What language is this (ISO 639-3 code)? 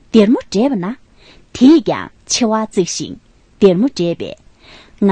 bod